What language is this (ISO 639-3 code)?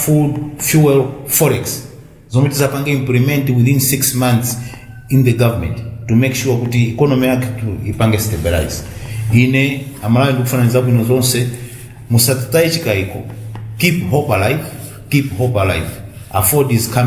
nya